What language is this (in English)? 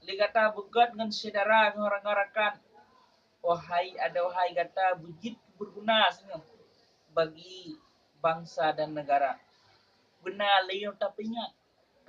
Achinese